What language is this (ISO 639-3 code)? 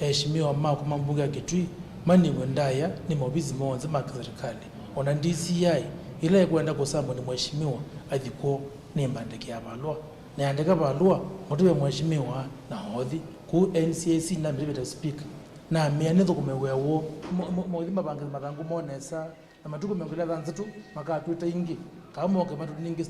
kam